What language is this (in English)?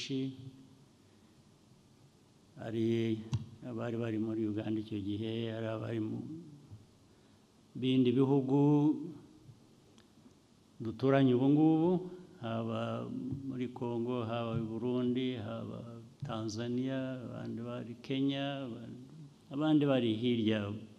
Kinyarwanda